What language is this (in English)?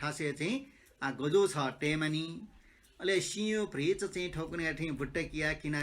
Newari